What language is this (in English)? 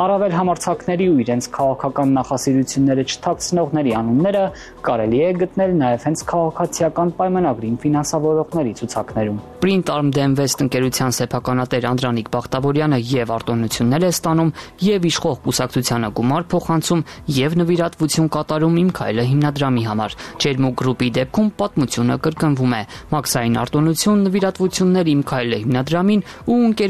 Armenian